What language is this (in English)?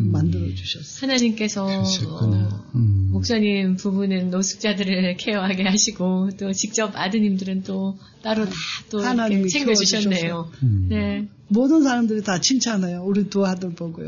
Korean